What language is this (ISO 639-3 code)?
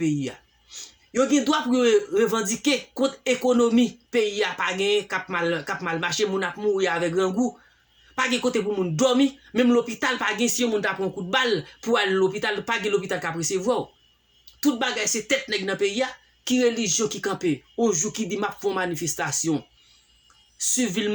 hat